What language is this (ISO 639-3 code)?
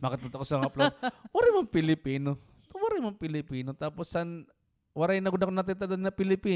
war